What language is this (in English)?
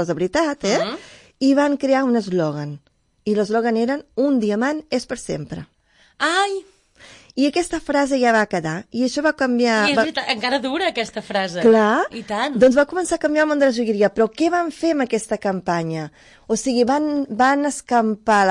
Catalan